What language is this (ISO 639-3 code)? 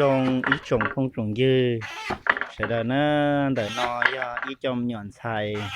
hmn